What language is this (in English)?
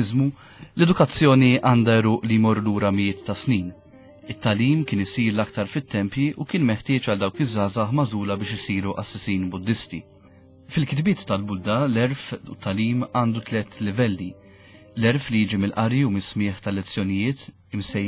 Maltese